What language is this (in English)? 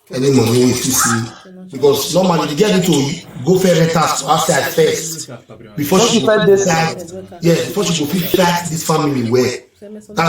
Nigerian Pidgin